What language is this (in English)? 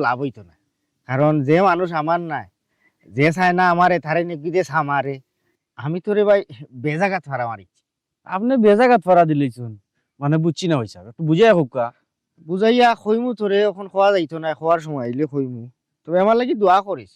Sylheti